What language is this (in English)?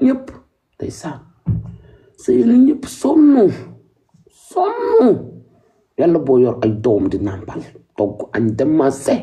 Wolof